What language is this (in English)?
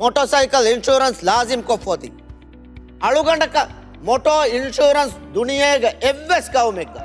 Divehi